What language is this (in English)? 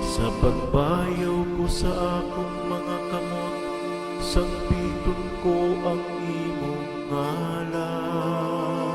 Cebuano